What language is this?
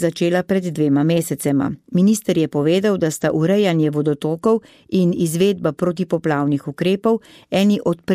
Slovenian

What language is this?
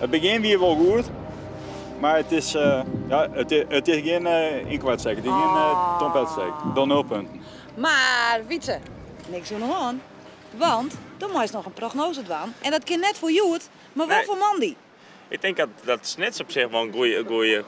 Western Frisian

